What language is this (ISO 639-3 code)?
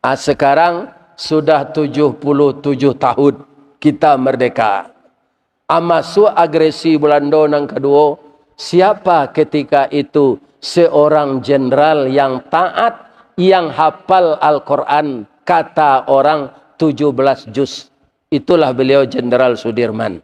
min